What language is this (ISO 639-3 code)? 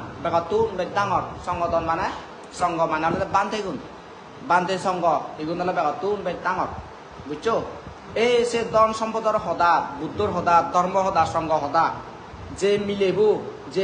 ccp